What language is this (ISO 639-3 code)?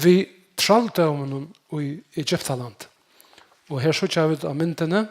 fao